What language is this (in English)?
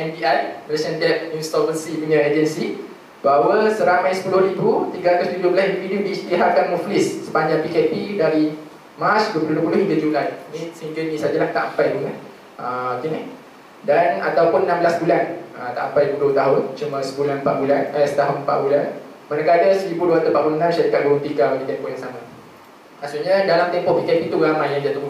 Malay